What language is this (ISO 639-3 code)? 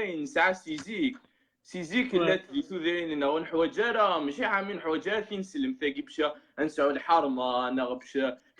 kab